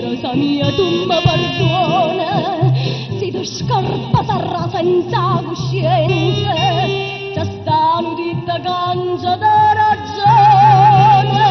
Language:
Neapolitan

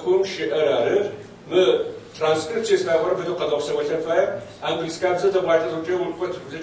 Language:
Kabardian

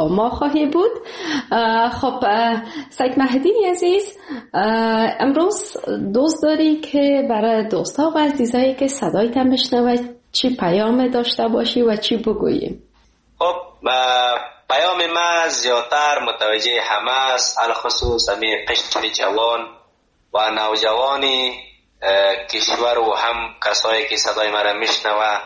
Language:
Persian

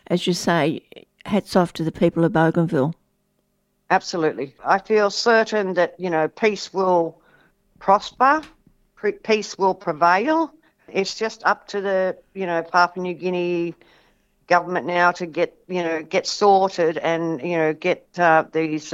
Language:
English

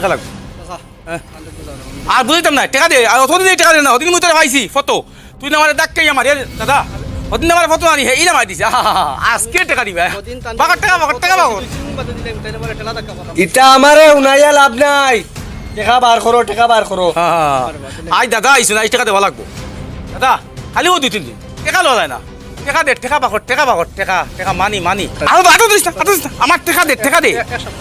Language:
Sylheti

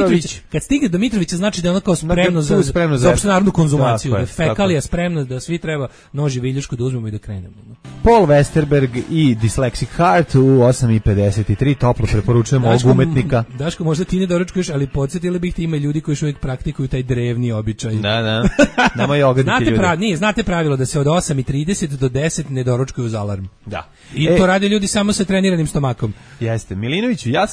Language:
Serbian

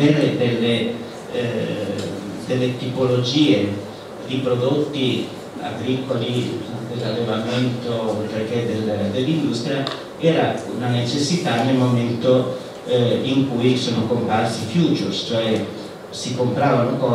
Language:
Italian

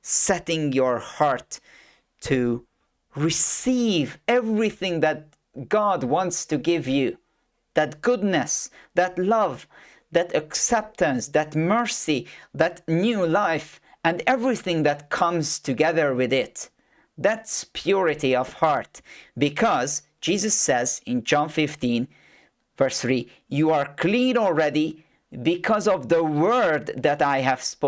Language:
English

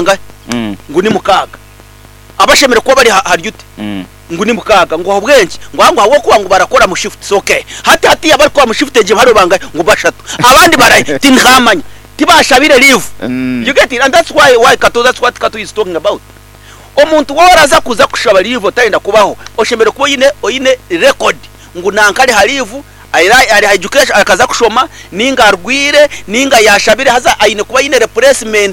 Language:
Nyankole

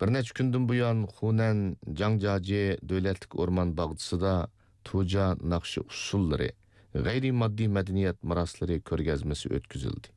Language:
Uyghur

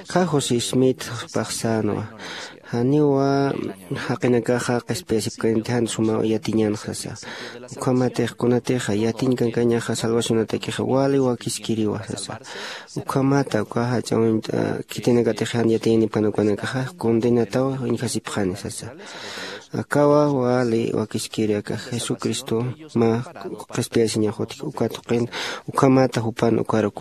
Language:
Aymara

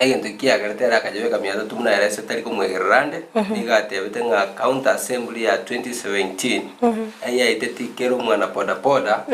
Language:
Gusii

